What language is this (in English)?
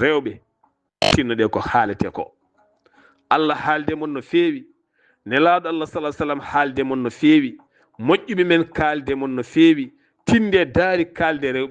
Fula